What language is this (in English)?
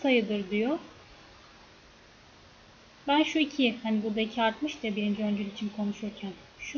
Turkish